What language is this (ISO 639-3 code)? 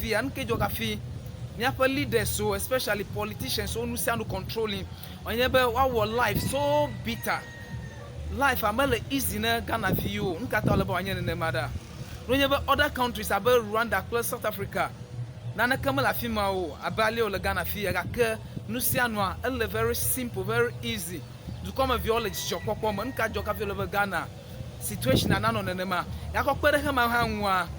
ewe